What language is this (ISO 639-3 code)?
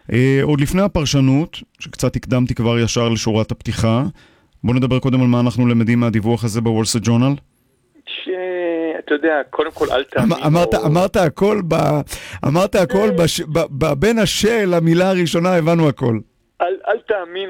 heb